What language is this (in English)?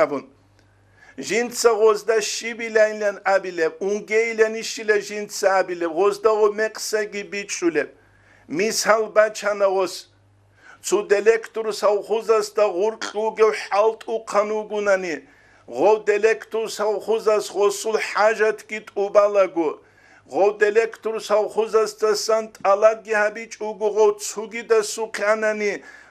Avaric